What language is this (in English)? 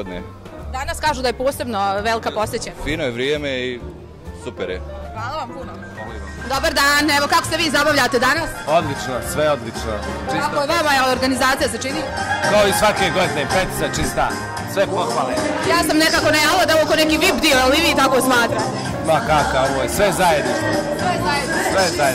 Bosnian